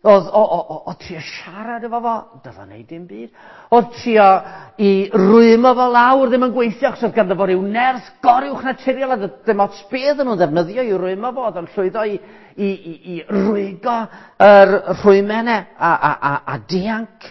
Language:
Welsh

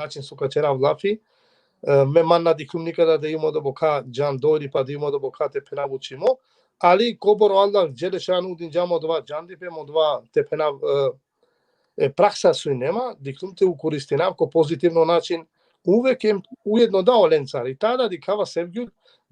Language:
Balkan Romani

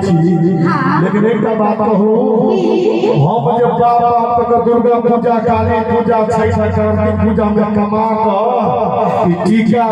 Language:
Maithili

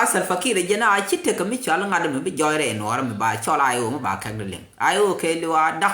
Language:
Nuer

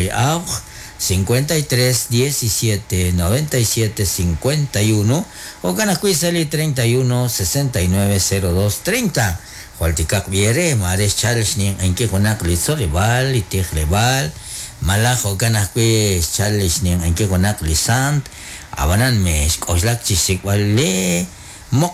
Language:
Kekchí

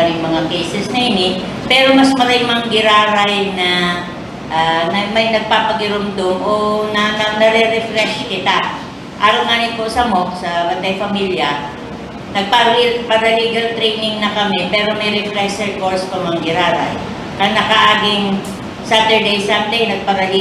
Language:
Bikol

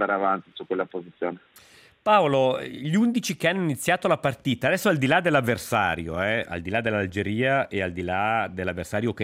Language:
Italian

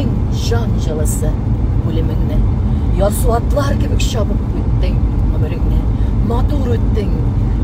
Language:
Tatar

